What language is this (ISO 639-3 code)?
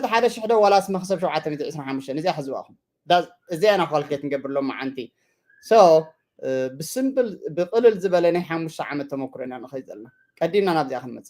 tir